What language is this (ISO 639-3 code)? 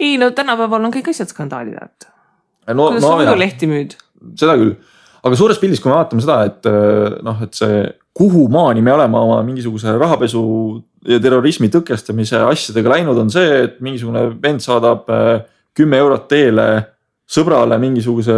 est